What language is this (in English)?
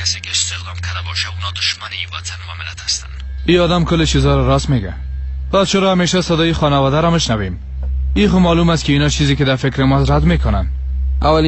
Persian